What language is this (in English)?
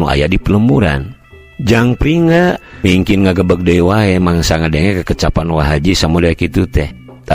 Sundanese